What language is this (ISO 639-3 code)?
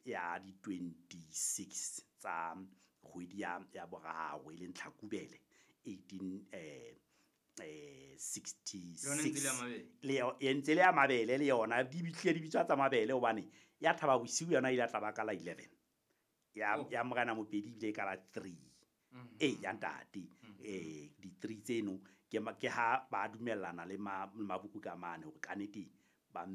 sot